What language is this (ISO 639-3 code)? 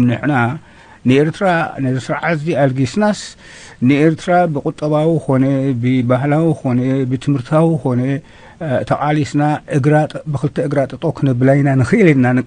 tir